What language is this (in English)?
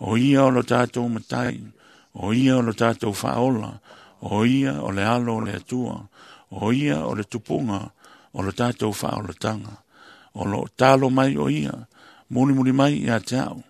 Samoan